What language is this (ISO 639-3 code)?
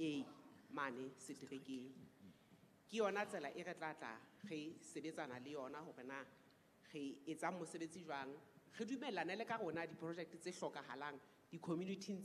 sot